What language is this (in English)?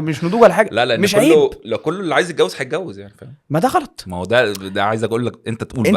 Egyptian Arabic